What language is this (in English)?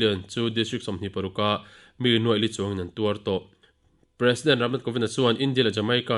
Mizo